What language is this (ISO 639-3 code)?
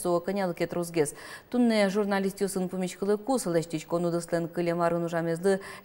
udm